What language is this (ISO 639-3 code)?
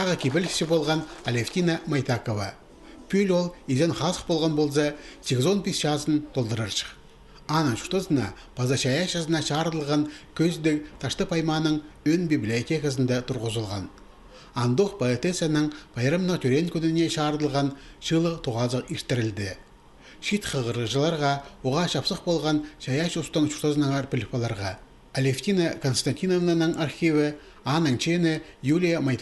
kjh